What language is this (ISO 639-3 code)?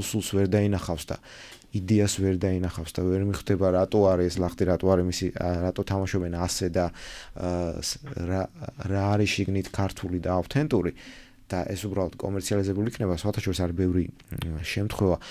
kat